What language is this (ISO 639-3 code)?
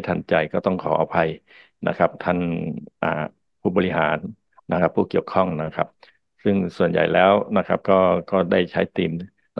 tha